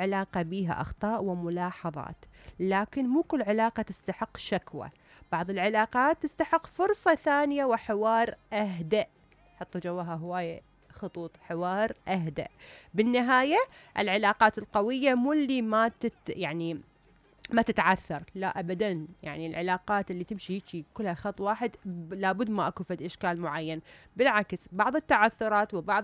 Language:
Mesopotamian Arabic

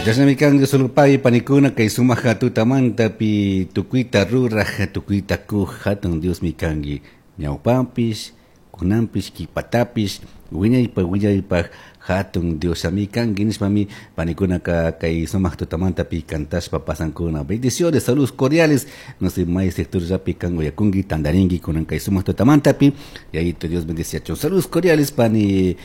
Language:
Chimborazo Highland Quichua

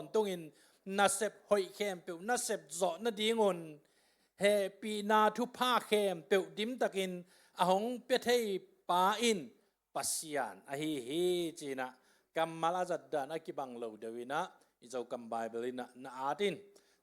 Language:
Tedim Chin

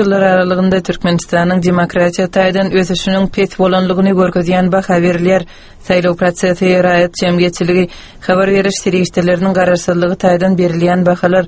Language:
Turkmen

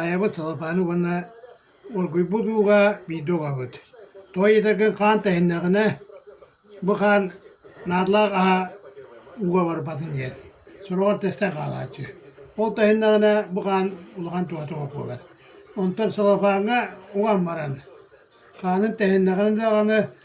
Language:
Yakut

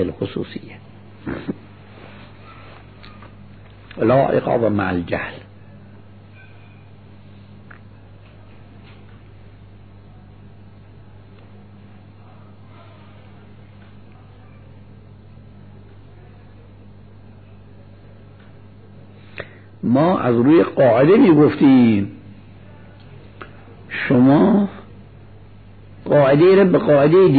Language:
Persian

